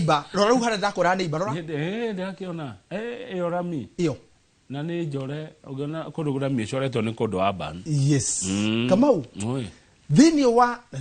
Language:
Kikuyu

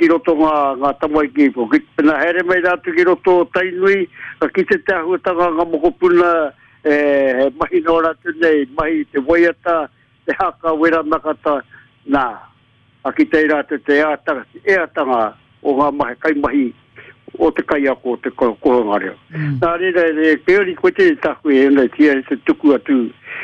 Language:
Māori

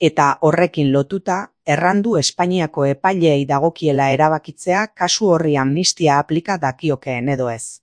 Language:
Basque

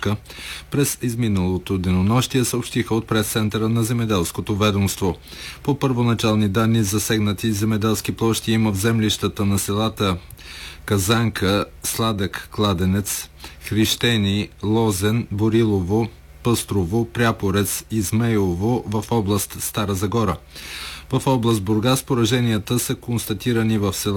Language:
Bulgarian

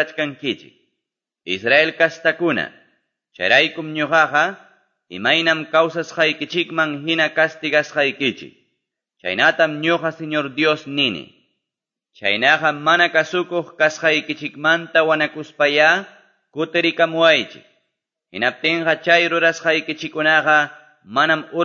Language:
Quechua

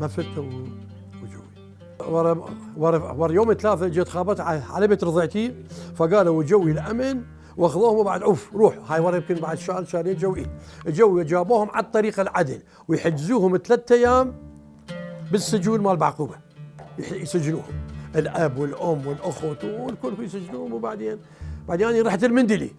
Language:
Mesopotamian Arabic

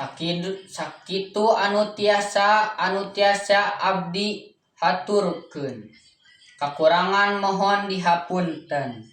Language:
Sundanese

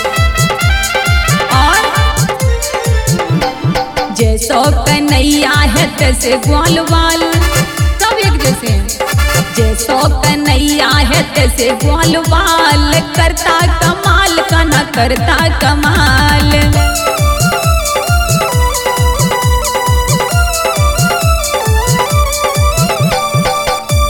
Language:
Bhojpuri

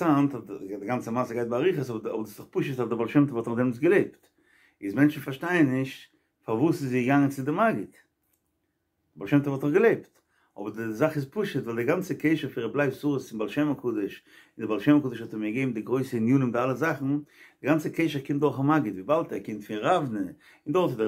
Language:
Yiddish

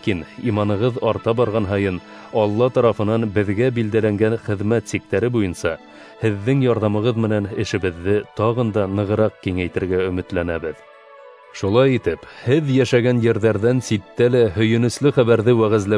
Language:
Bashkir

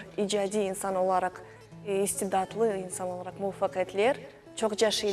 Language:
Crimean Tatar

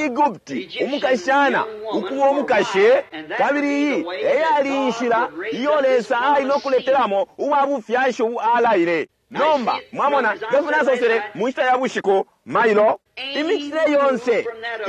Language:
Bemba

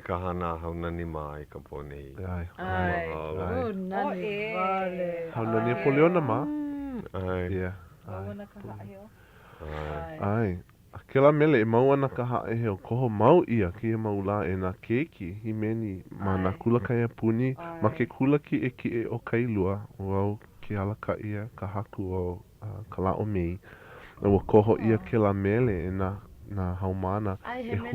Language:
Hawaiian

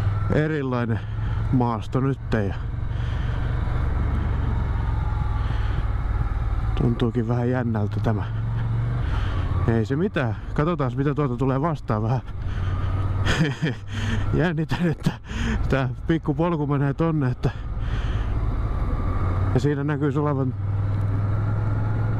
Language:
Finnish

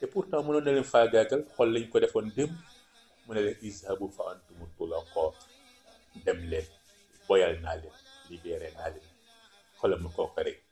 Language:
Wolof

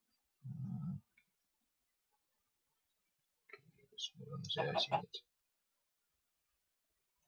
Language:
Estonian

